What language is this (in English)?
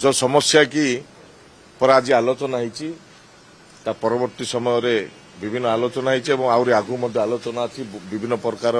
Odia